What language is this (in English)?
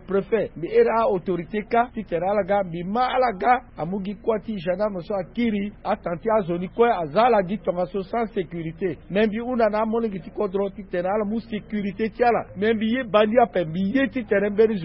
Sango